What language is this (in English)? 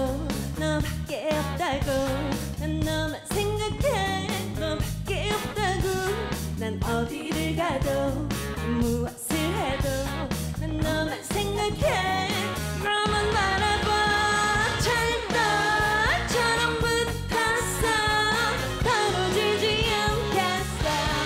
Korean